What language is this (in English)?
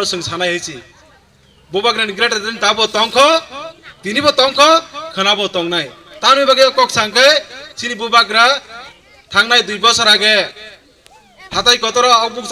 Kok Borok